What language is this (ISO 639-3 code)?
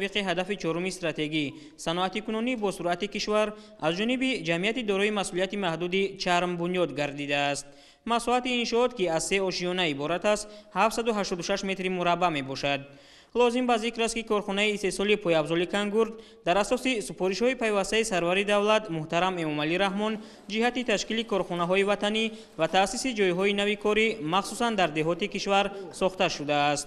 tgk